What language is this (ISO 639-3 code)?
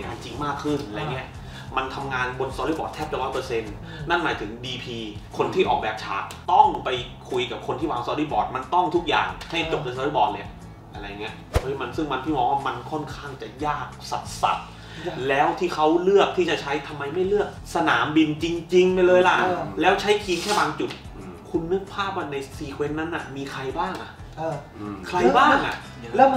tha